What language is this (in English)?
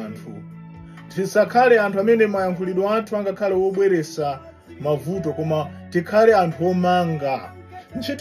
Nyanja